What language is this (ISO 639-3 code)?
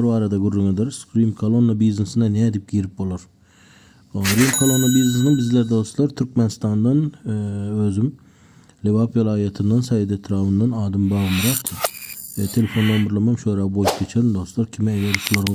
tuk